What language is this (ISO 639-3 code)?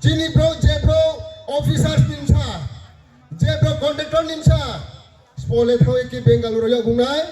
ria